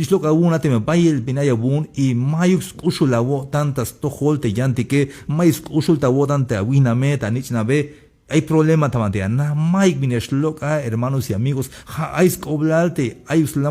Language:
Tzeltal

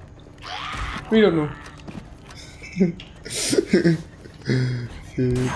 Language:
Danish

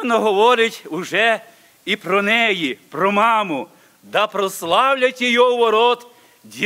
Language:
Ukrainian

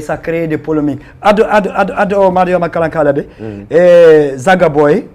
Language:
Fula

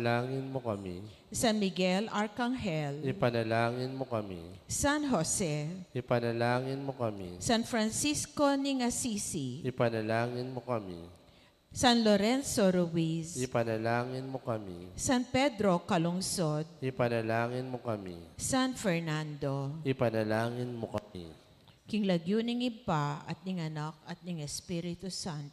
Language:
Pampanga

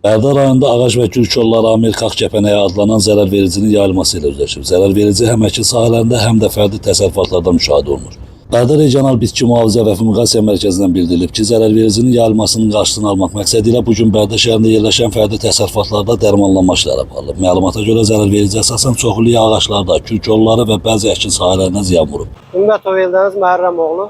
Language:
Azerbaijani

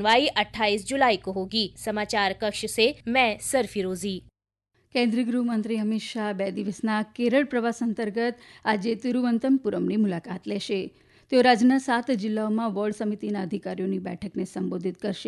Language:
Gujarati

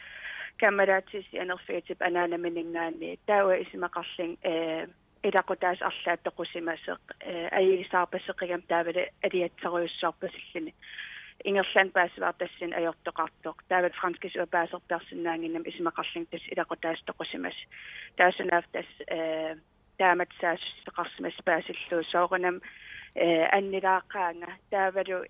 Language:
Kalaallisut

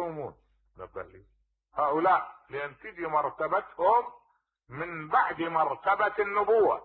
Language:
Mesopotamian Arabic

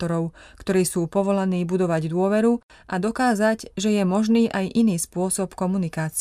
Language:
Slovak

